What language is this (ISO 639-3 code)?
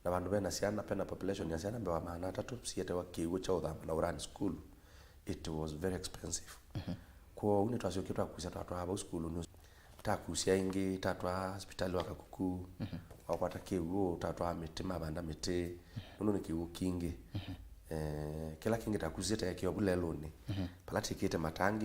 kam